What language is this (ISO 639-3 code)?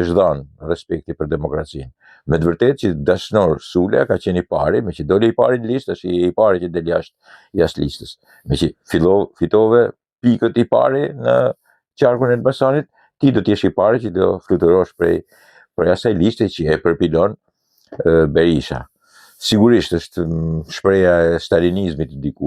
sqi